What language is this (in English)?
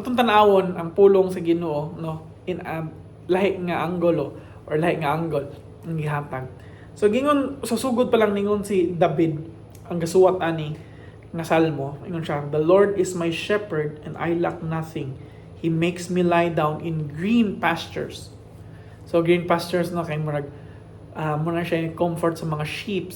Cebuano